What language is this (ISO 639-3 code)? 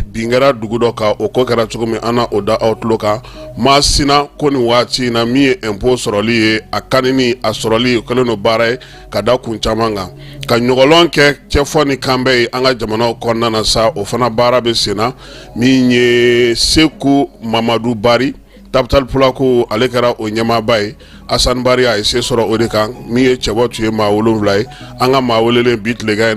bam